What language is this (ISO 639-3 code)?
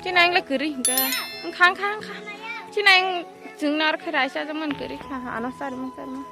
trp